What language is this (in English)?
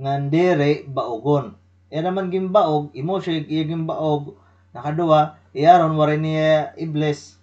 Waray